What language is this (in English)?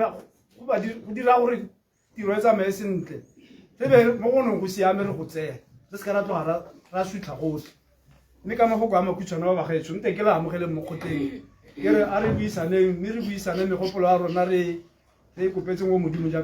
Tswana